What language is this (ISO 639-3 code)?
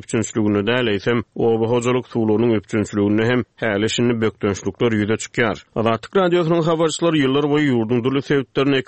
tuk